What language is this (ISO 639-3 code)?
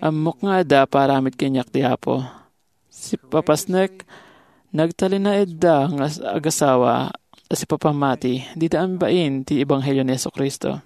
ilo